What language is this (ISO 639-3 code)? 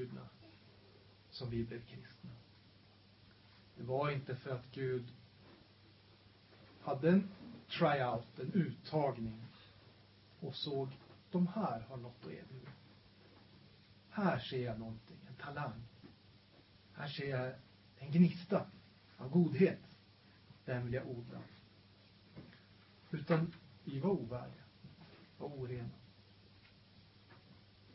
swe